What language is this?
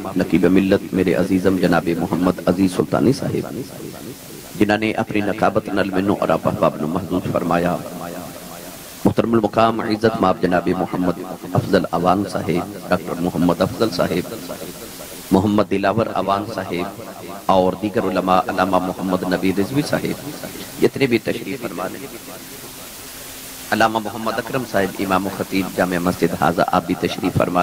Urdu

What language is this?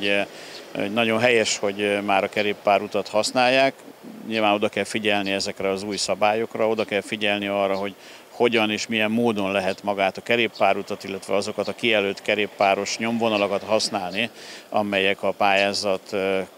Hungarian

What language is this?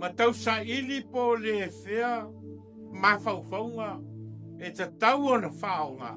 Samoan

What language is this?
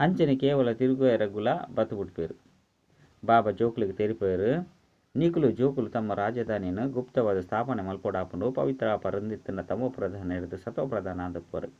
Tulu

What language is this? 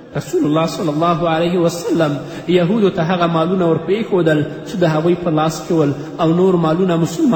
Pashto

